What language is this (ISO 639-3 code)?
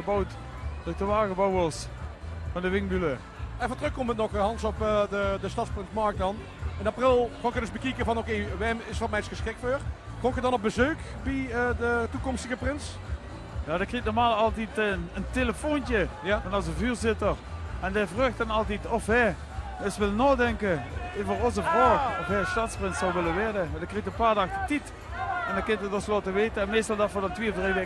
lim